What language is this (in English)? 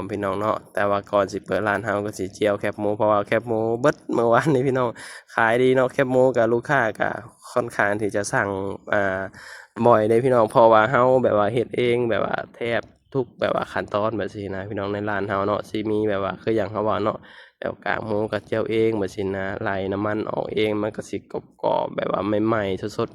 Lao